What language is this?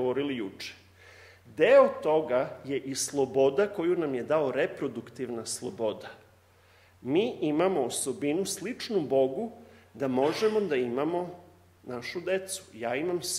Serbian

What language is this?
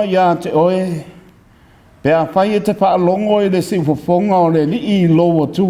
Samoan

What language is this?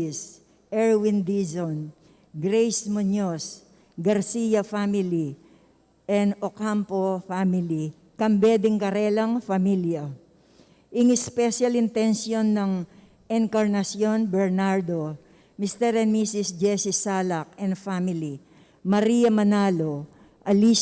Pampanga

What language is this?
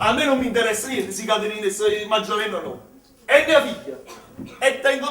Neapolitan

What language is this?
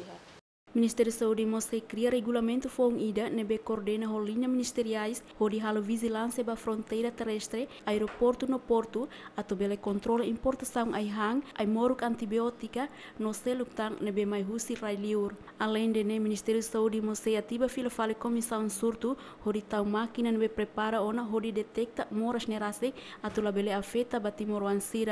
Tetum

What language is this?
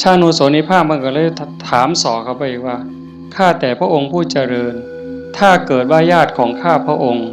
Northeastern Thai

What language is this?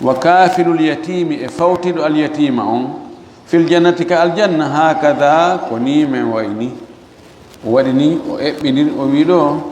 Fula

